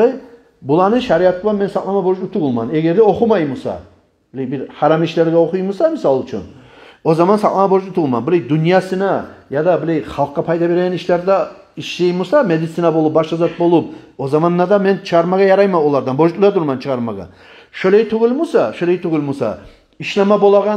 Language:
Kumyk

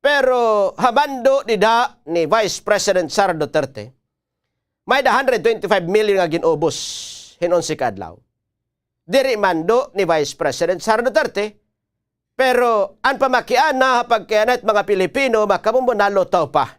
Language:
Waray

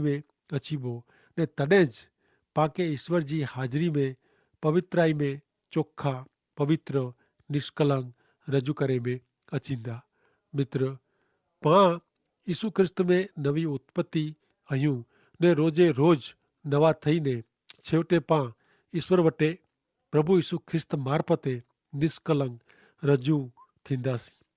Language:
Kachhi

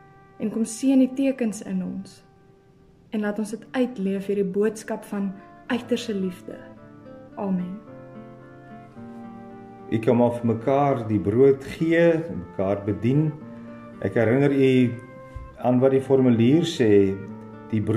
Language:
Afrikaans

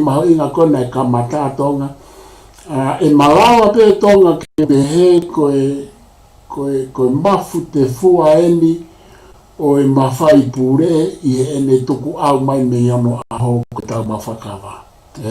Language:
Tongan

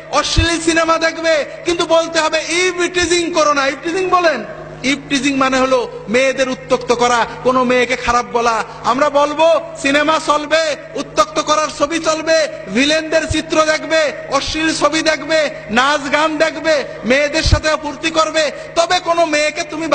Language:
Bangla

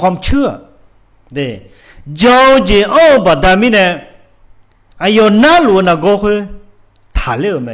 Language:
Akha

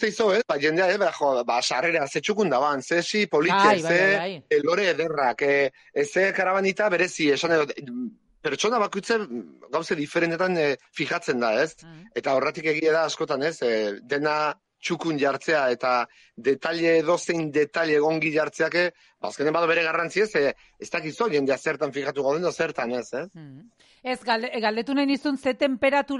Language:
Basque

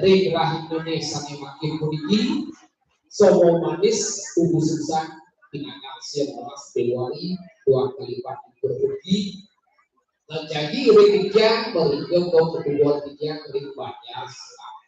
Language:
Balinese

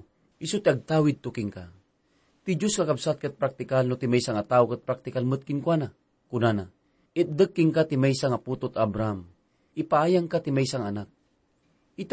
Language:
Iloko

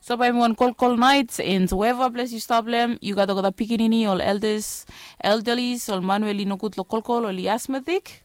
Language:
Bislama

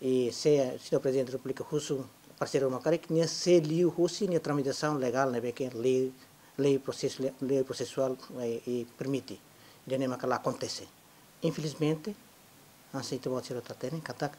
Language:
Tetum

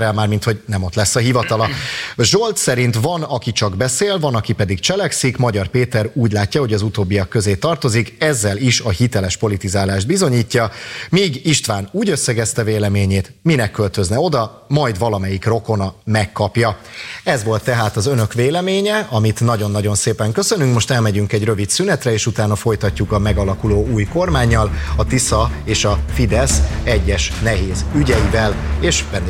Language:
Hungarian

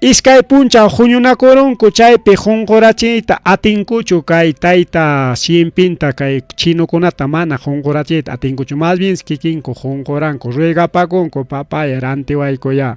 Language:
Ayacucho Quechua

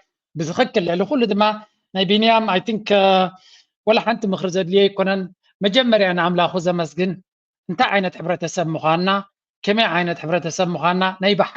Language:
Tigrinya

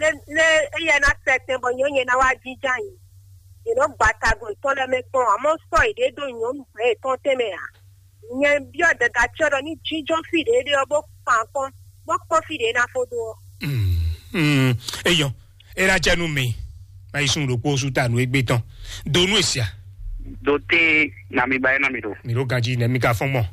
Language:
Fon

